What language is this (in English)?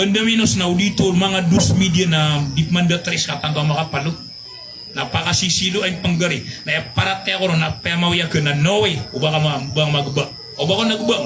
Maranao